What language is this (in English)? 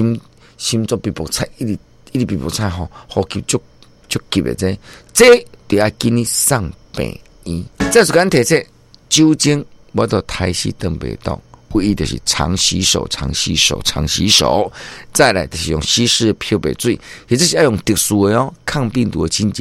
Min Nan Chinese